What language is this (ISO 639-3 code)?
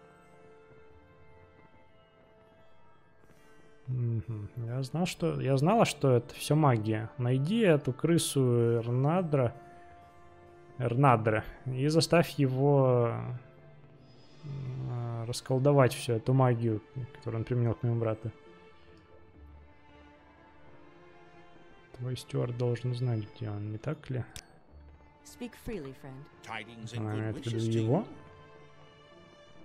rus